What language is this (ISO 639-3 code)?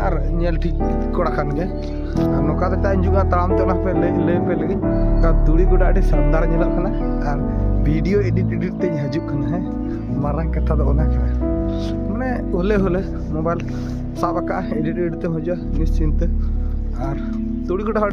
sat